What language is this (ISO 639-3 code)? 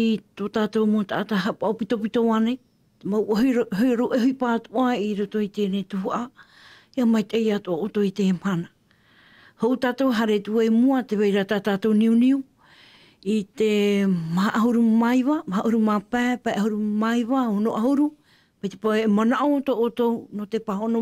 tah